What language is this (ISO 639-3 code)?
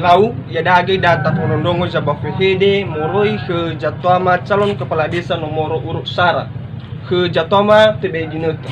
nia